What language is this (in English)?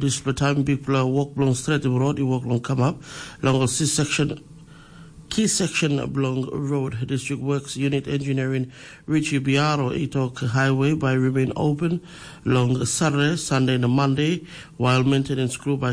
Tok Pisin